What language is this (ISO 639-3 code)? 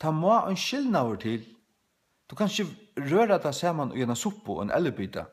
fao